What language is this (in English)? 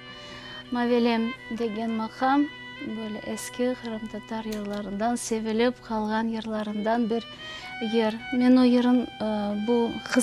Crimean Tatar